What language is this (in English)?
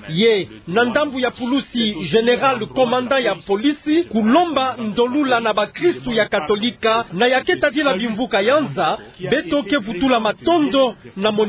Kituba (Democratic Republic of Congo)